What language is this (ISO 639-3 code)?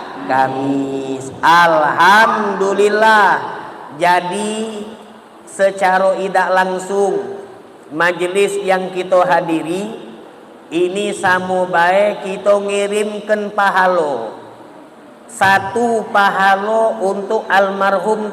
mui